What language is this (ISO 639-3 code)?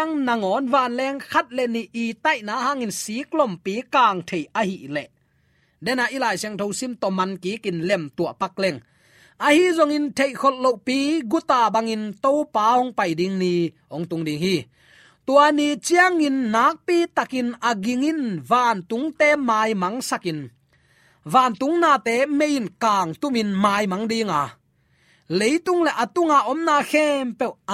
ctd